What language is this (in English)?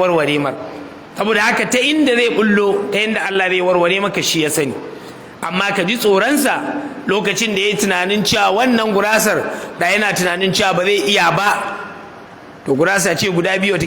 Hausa